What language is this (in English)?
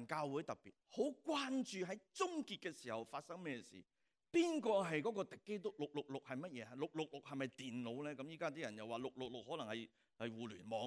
Cantonese